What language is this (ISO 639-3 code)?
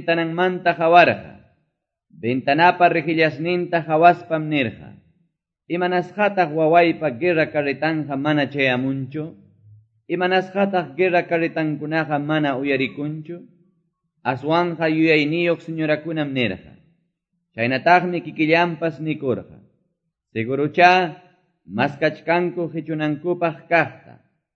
que